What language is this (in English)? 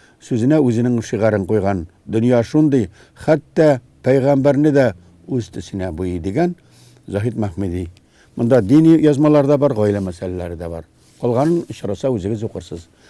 Tatar